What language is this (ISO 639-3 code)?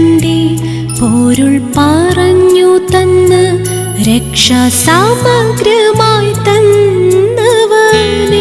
mal